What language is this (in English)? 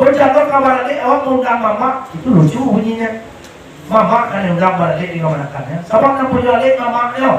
Minangkabau